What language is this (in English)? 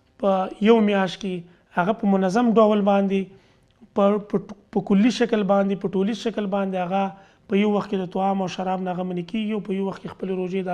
Pashto